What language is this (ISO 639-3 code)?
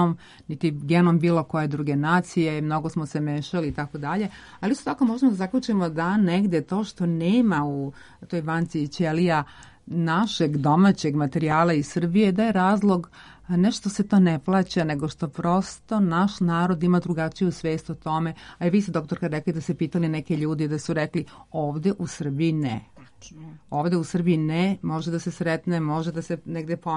srp